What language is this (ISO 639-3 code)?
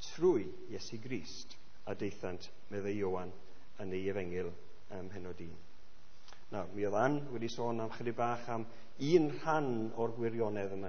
cym